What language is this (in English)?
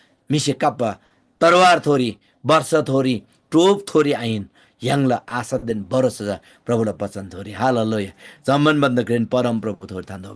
Eastern Tamang